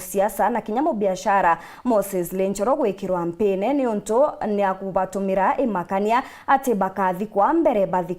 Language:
Meru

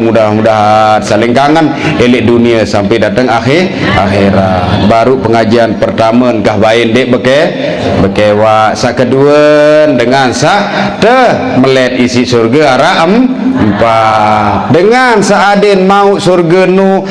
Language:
Sasak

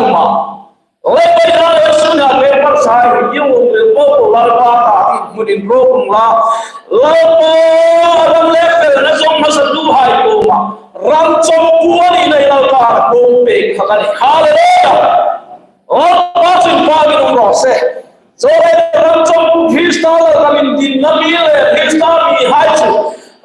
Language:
Hmar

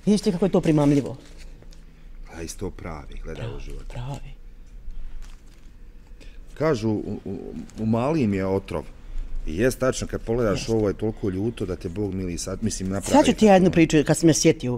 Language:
Bosnian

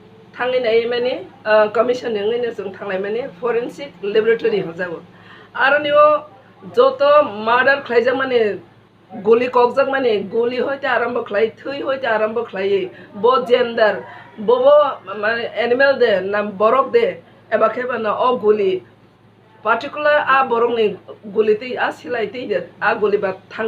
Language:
Kok Borok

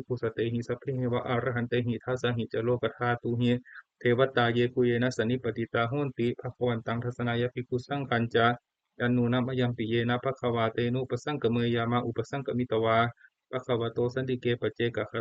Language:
Pali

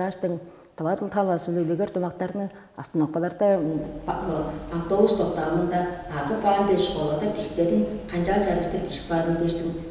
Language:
Tuvinian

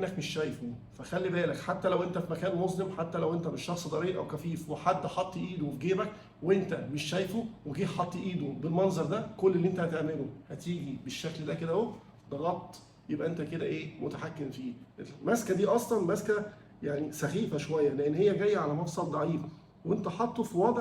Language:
Egyptian Arabic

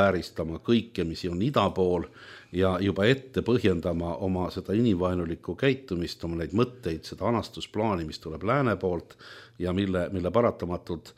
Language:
Estonian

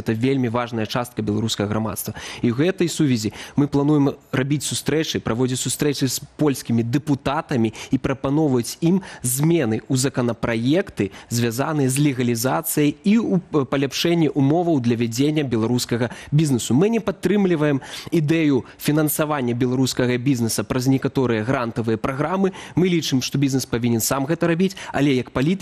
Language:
Belarusian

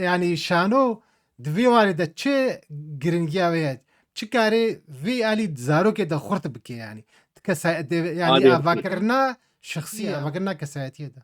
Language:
Kurdish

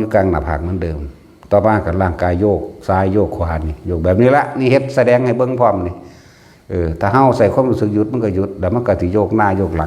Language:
Northeastern Thai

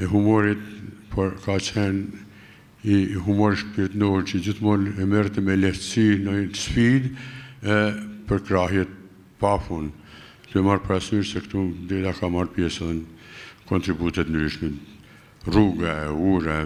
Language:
Albanian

